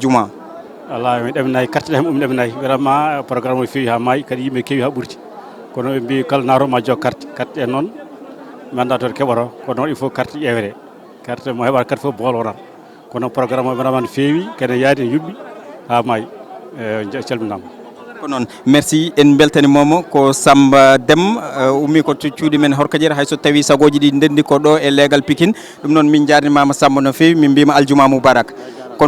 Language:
Fula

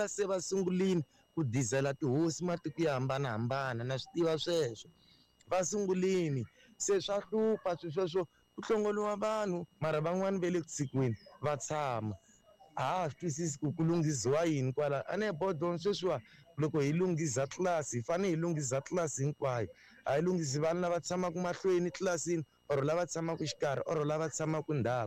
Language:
Tsonga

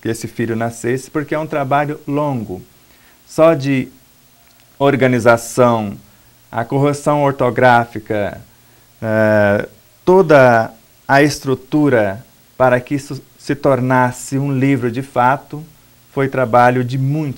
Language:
Portuguese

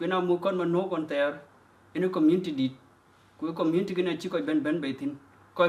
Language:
Dinka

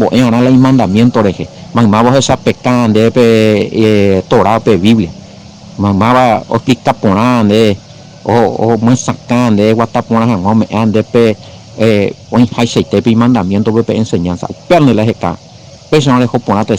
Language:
Guarani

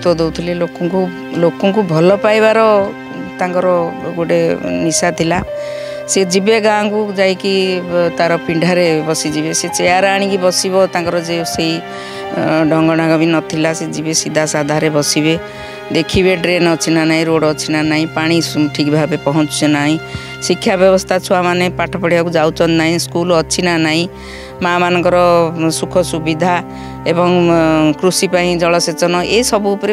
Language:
Odia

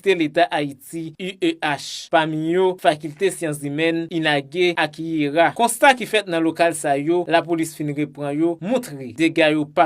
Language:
Haitian Creole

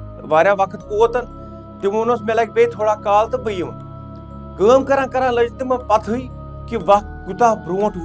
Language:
Kashmiri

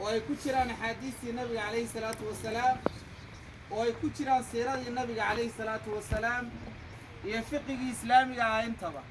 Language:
Somali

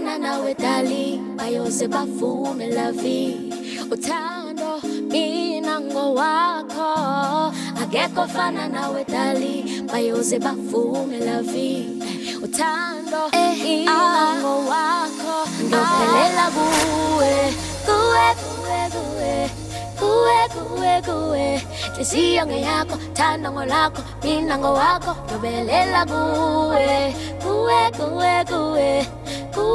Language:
Zulu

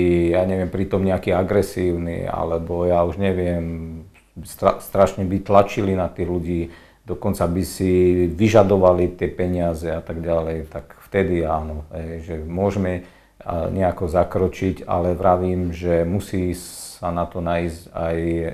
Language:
Slovak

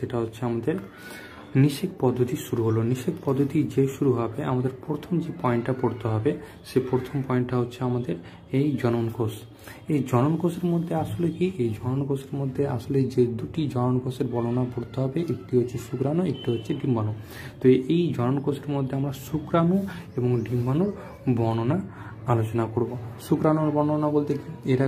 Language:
Bangla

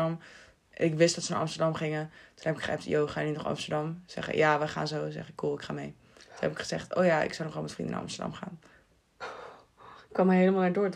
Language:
Dutch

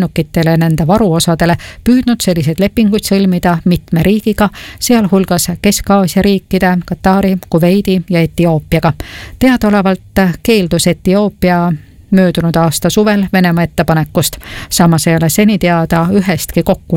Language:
Estonian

